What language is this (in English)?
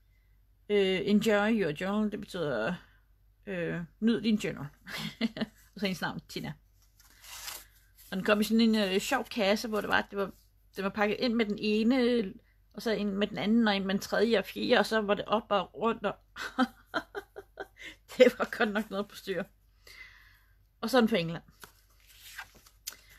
Danish